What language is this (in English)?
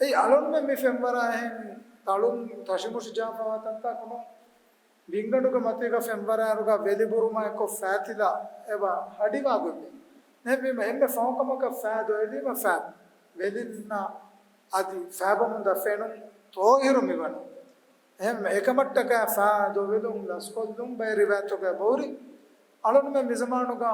Divehi